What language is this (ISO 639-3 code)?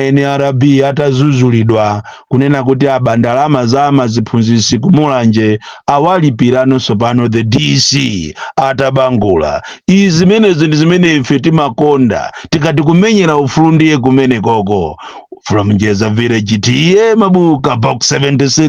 nya